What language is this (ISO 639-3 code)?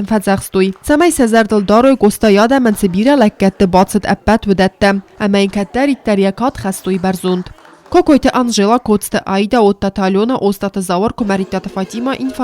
oss